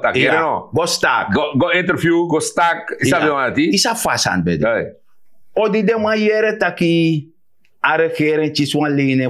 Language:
Sranan Tongo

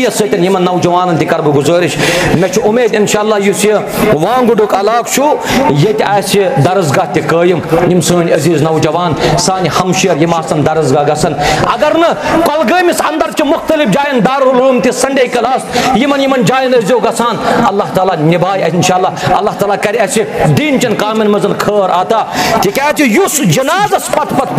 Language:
Kashmiri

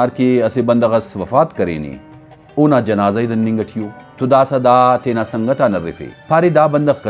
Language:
Brahui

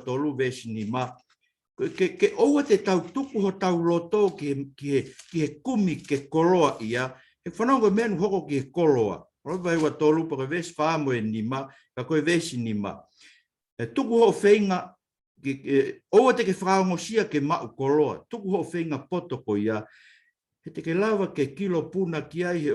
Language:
Tongan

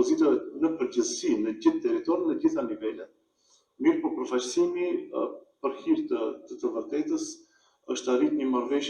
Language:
Albanian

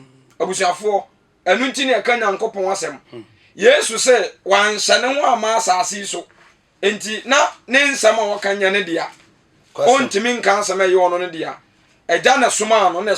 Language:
Akan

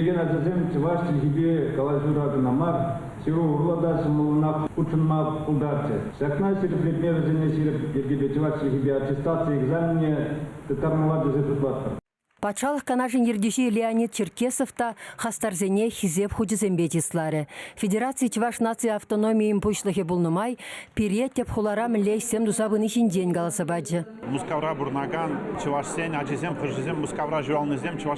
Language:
Chuvash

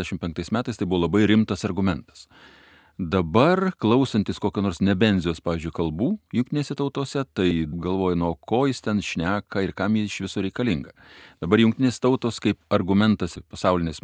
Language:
Lithuanian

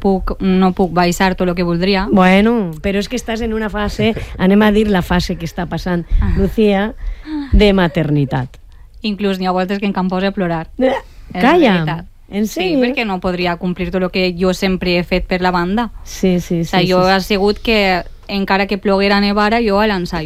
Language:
Catalan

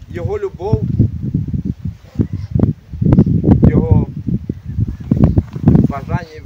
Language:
Ukrainian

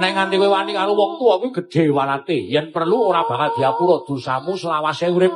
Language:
Javanese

